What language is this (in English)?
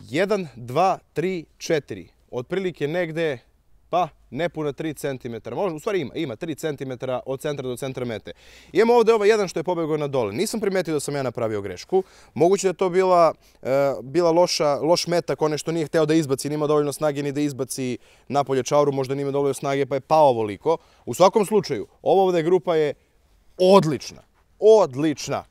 Serbian